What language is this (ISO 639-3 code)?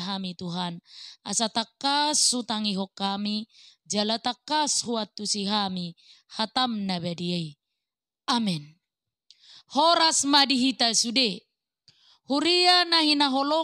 bbc